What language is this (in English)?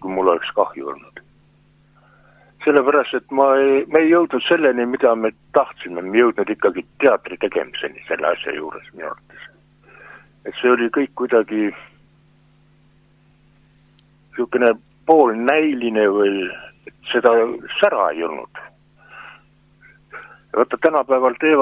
Estonian